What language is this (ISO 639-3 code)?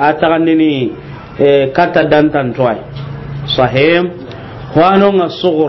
snk